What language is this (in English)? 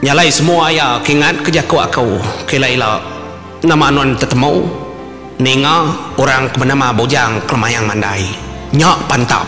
Iban